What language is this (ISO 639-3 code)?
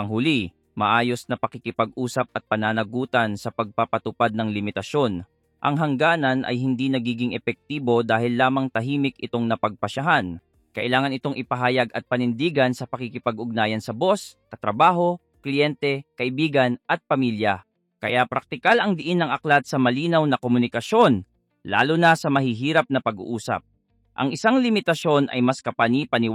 fil